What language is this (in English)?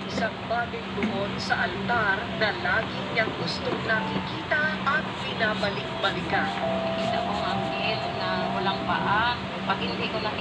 Filipino